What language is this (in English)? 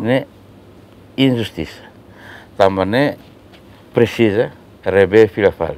Tetum